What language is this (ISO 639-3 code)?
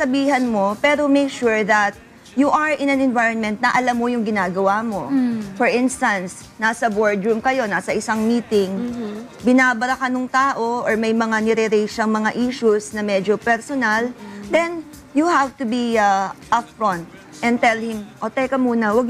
fil